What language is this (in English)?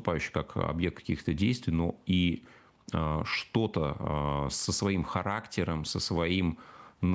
Russian